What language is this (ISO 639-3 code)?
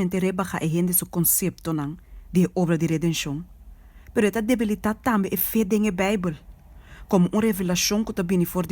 pap